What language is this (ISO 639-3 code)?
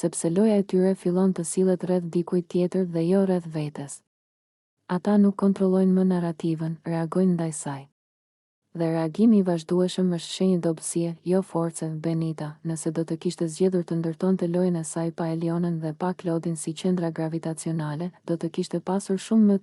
sqi